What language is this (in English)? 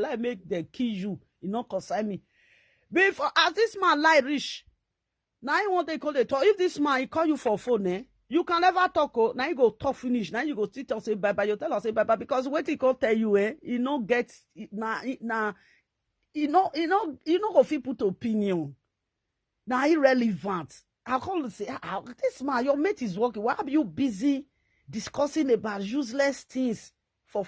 Nigerian Pidgin